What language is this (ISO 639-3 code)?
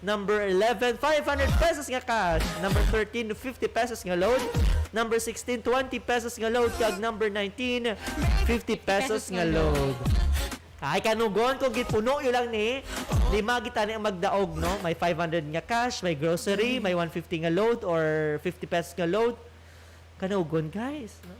hil